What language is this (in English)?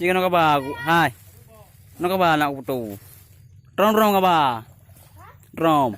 Achinese